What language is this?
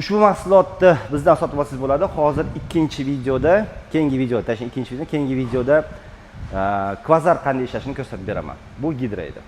Uzbek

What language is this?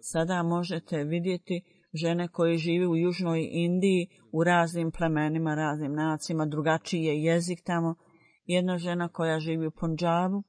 Bosnian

